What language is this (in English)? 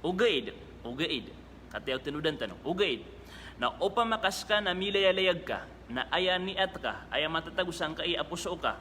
Maranao